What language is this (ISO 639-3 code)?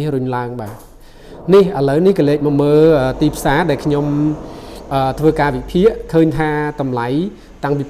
khm